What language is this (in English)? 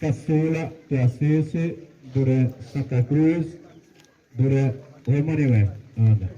Xavánte